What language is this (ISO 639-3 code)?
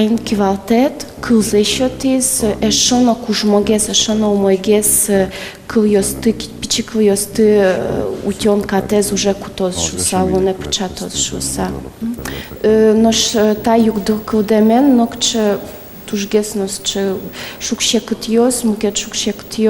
udm